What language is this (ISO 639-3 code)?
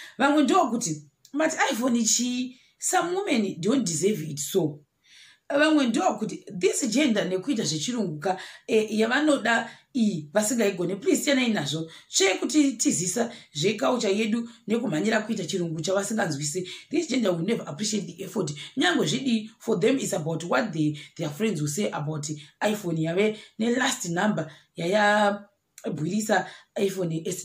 sna